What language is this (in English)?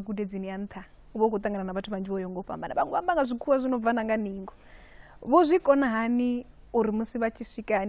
Venda